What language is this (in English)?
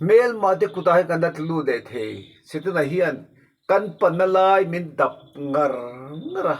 Mizo